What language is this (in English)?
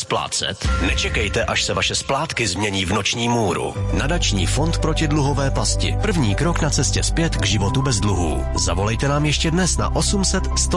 Czech